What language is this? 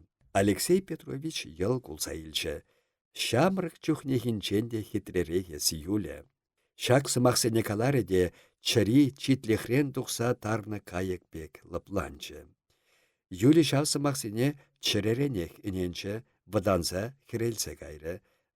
Chuvash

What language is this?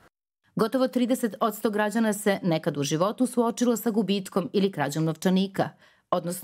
Serbian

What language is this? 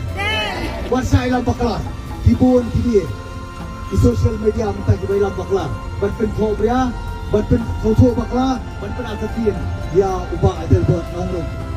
Khasi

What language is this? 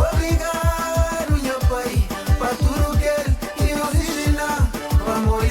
Kabuverdianu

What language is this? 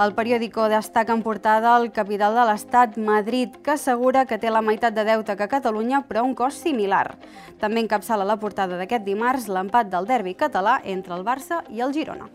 Catalan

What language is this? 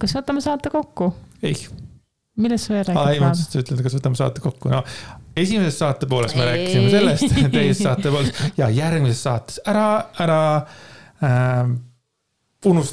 Estonian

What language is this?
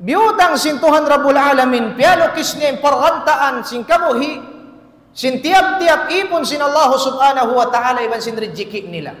Tausug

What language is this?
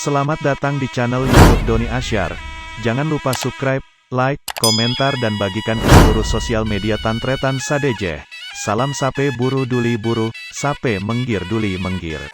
Madurese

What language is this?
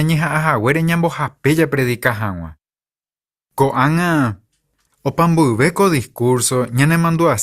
Guarani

